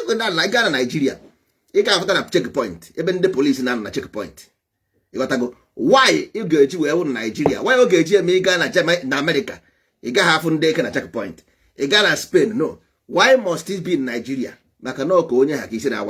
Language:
Igbo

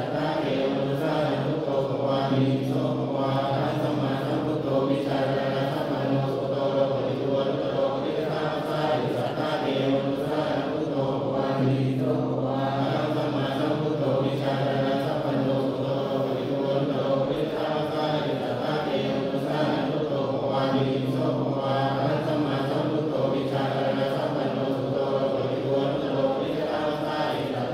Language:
Pali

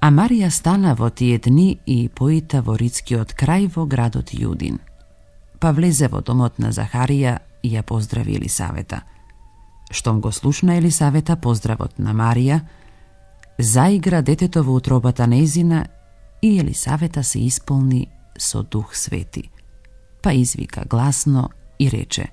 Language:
Macedonian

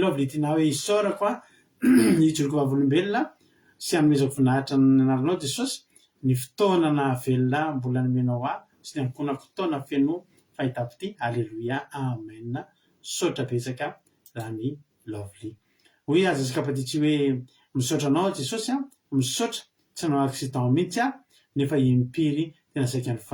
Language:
Malagasy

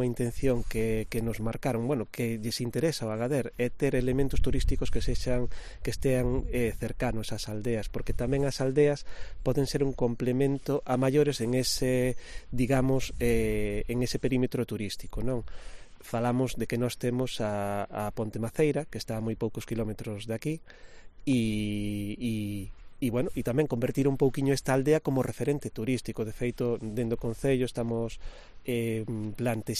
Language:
Galician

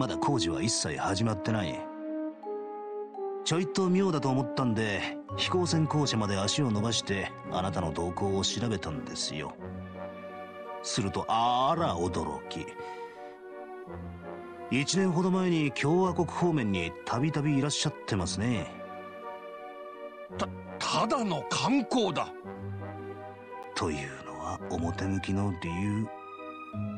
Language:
Japanese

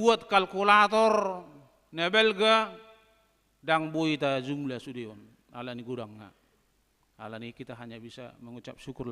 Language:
Batak Toba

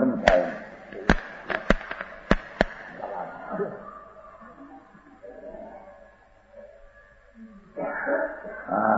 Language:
Gujarati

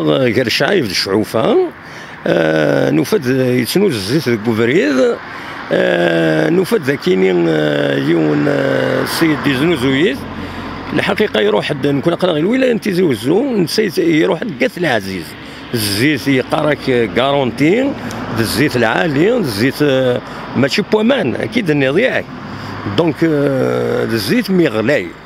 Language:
Kabyle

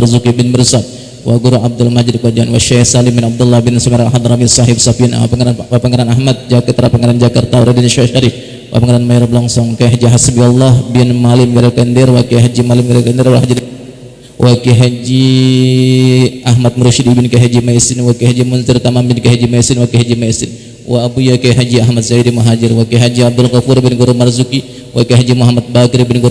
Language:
Betawi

